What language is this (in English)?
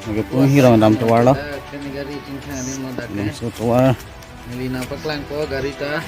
Karbi